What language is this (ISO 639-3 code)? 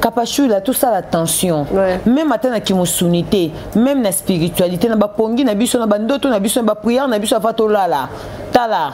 lin